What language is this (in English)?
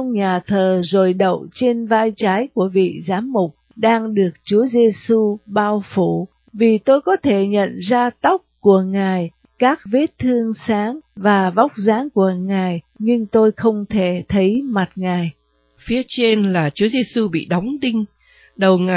Vietnamese